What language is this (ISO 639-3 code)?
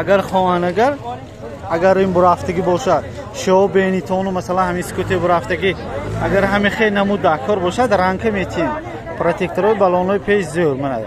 tgk